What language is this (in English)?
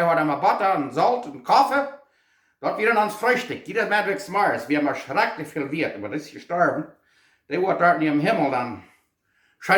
Plautdietsch